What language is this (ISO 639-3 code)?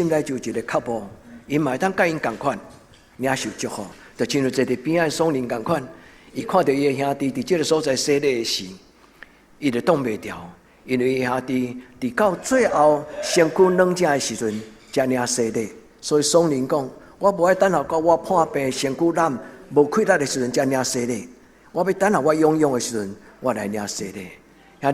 nan